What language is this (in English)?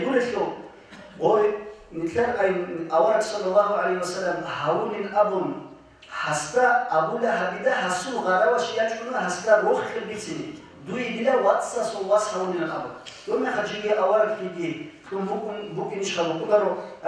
Avaric